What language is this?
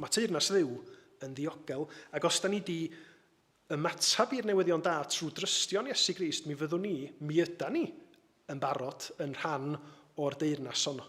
Welsh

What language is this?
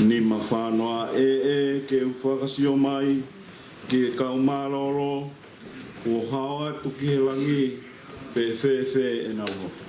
Tongan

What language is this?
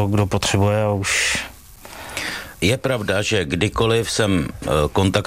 Czech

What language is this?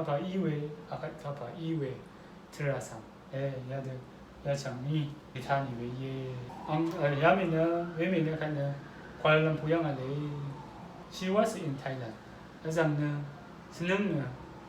Rawang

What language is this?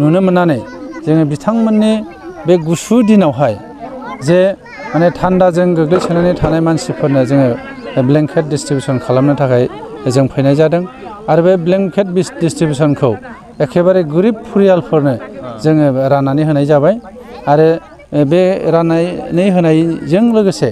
Bodo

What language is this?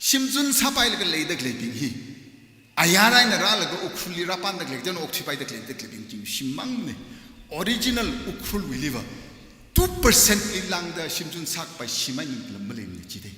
Tangkhul Naga (India)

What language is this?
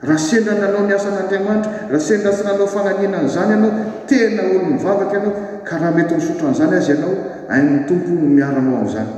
Malagasy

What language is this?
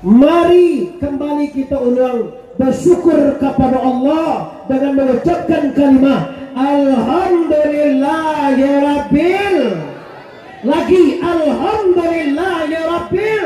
Minangkabau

